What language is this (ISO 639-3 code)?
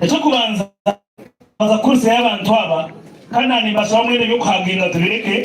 nyn